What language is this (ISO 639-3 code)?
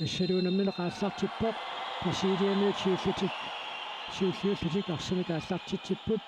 kal